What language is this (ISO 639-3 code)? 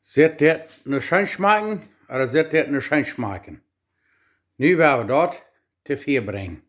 pdt